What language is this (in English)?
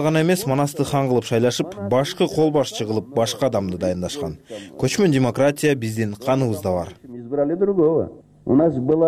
Kyrgyz